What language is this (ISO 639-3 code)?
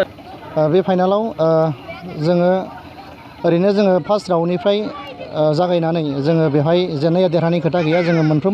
brx